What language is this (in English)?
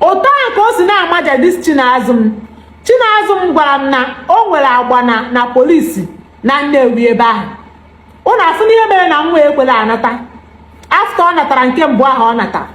Igbo